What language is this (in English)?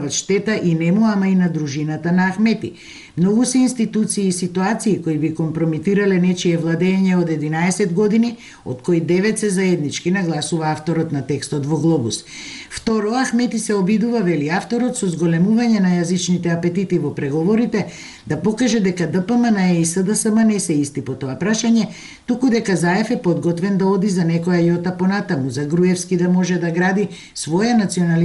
Macedonian